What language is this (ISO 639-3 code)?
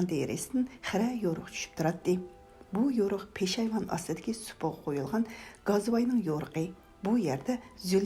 uig